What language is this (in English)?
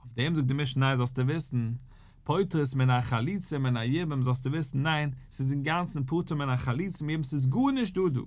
Yiddish